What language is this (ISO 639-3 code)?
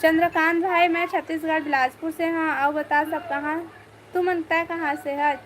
hne